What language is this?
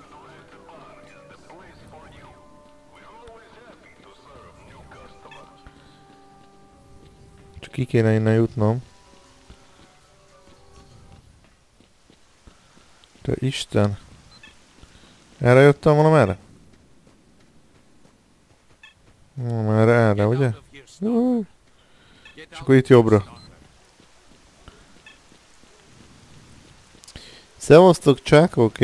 Hungarian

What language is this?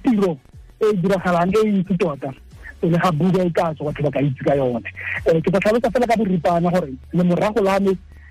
Tswana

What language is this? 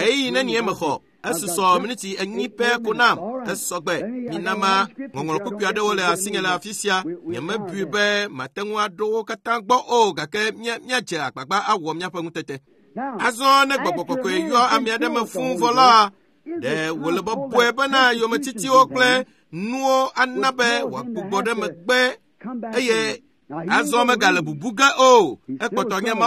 Ewe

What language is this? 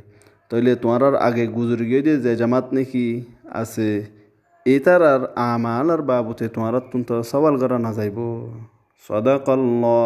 Rohingya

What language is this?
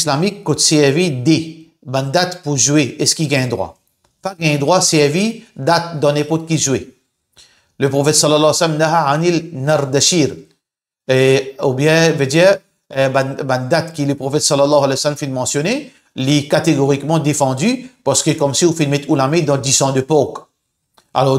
Morisyen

